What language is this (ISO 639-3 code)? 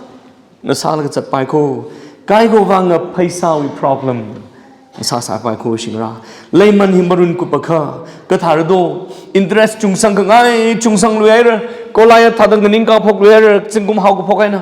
nmf